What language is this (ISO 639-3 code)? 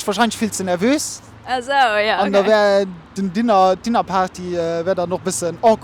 ltz